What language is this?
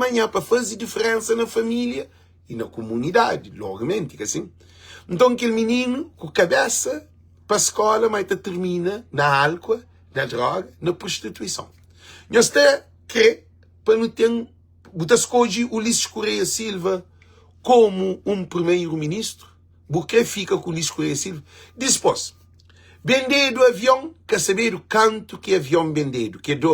Kabuverdianu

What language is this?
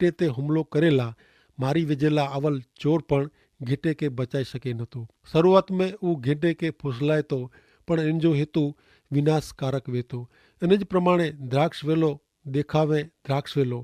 Kachhi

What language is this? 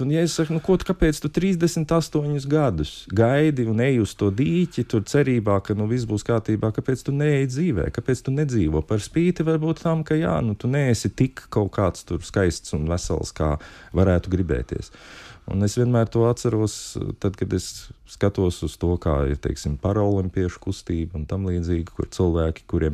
Latvian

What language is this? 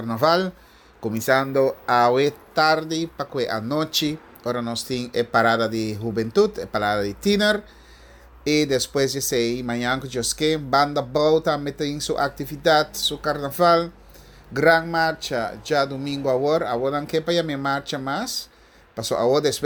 Papiamento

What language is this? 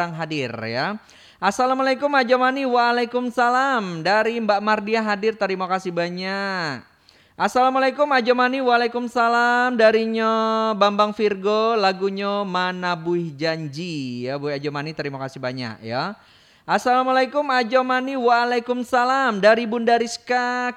Minangkabau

